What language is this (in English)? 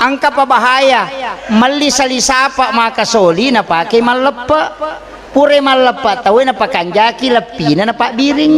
Buginese